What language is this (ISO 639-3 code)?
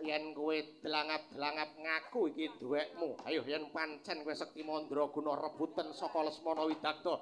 jav